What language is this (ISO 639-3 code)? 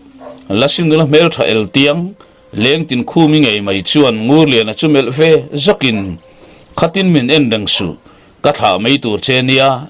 lus